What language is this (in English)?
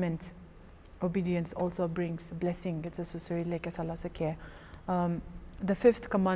Angami Naga